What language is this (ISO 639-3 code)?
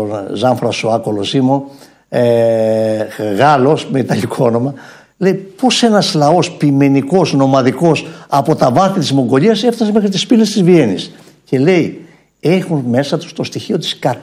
ell